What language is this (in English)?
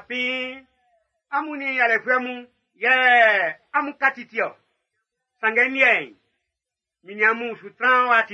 Baoulé